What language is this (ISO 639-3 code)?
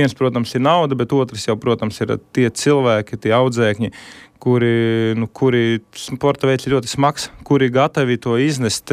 lav